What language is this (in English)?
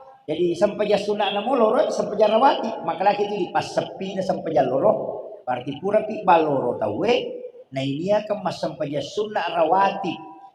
Buginese